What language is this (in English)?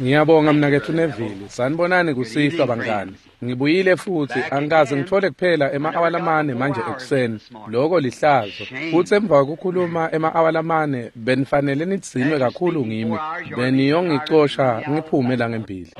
Swati